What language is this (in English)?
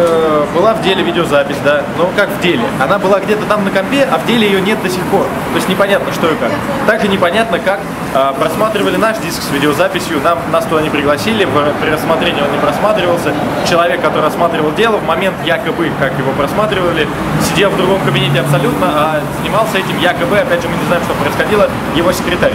Russian